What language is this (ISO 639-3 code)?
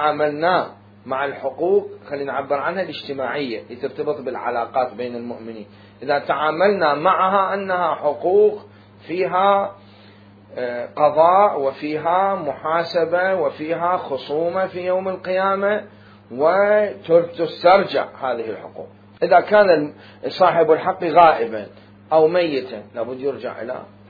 acm